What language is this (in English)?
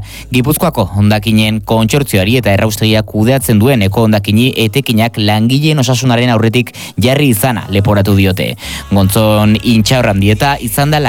Basque